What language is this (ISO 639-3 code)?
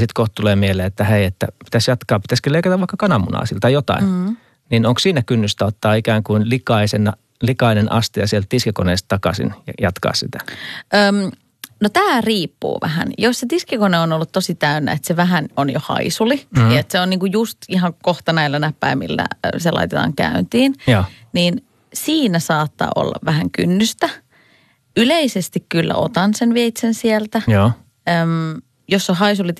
fin